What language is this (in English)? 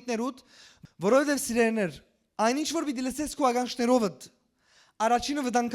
Western Armenian